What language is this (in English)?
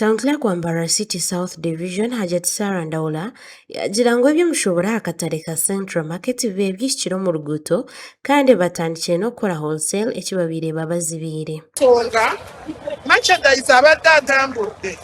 Nyankole